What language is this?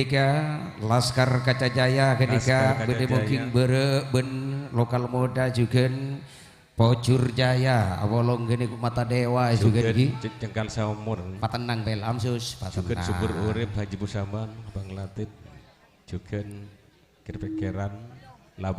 Madurese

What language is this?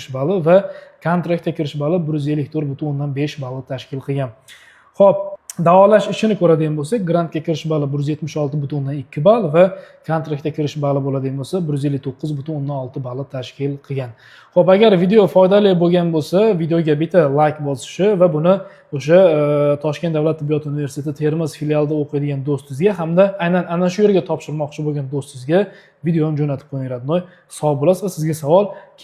Uzbek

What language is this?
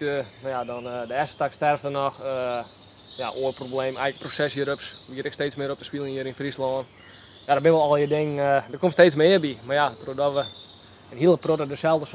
Western Frisian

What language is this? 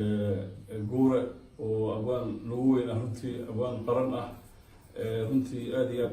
Somali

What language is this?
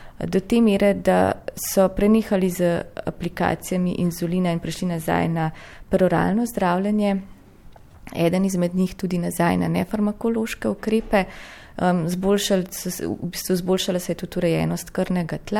Slovenian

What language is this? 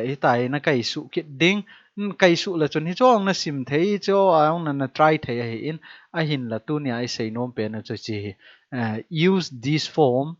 Thado Chin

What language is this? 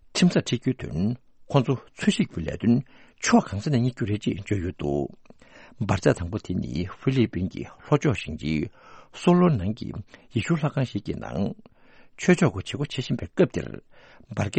Tibetan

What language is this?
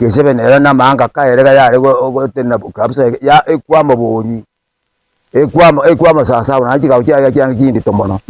Gusii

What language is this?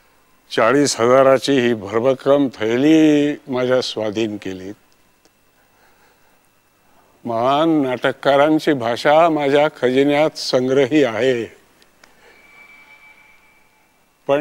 Marathi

